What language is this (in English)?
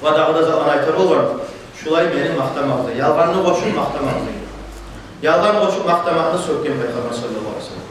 Kumyk